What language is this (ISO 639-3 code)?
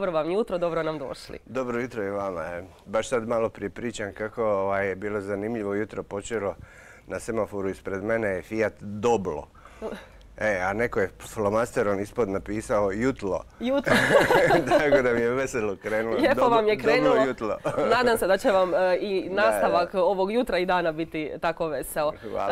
hrv